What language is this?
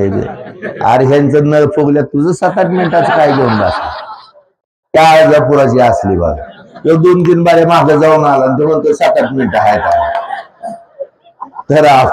Marathi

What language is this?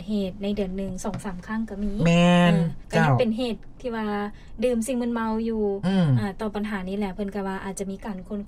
Lao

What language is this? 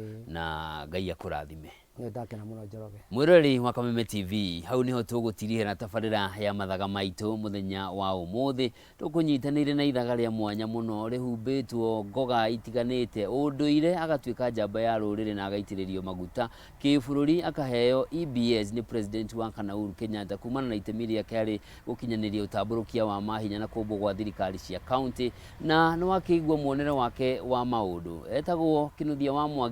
Kikuyu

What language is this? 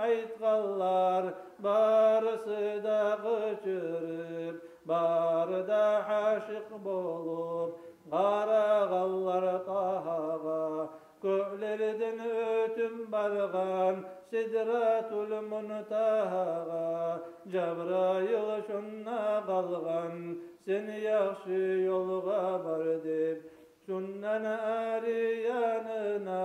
Kumyk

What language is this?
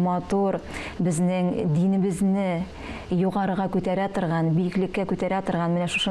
Tatar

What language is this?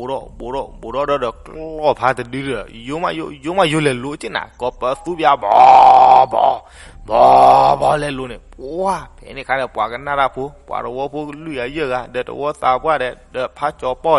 S'gaw Karen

